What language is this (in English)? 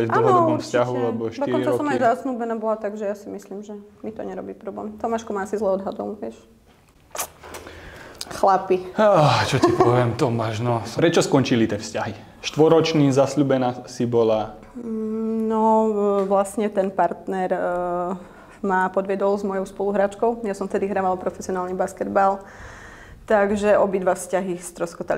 Slovak